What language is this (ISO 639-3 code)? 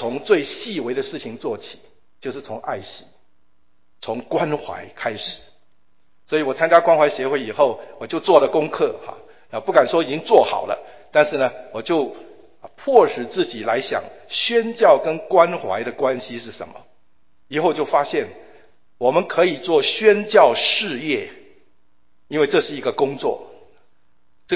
zho